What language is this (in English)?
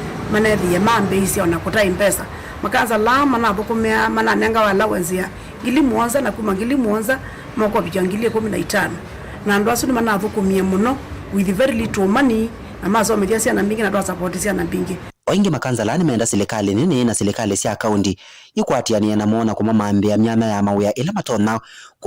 Kamba